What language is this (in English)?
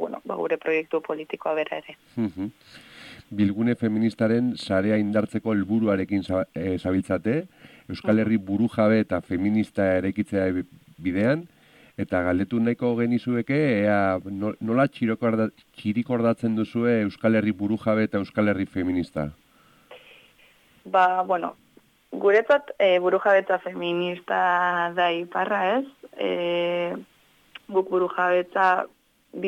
Basque